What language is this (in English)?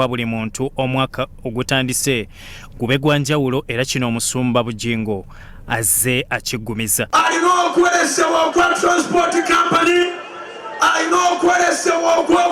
Ganda